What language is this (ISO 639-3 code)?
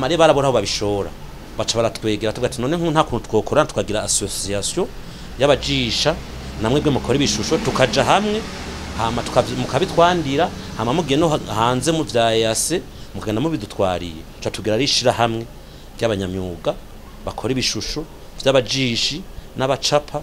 run